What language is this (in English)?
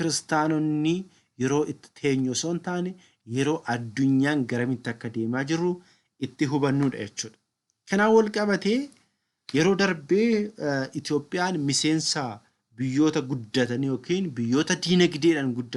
Oromo